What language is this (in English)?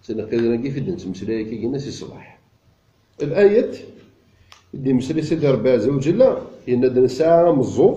Kabyle